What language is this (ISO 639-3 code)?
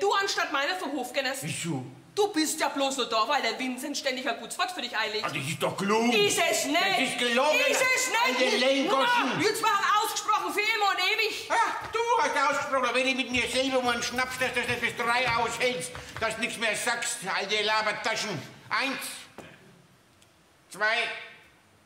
deu